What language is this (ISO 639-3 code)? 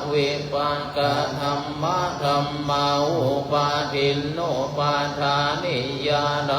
pli